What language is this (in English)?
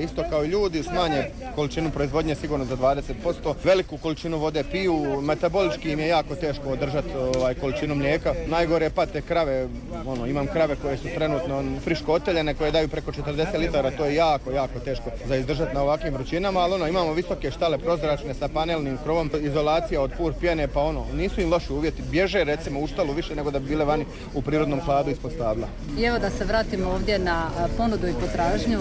Croatian